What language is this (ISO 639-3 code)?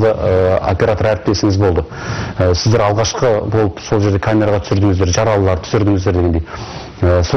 kaz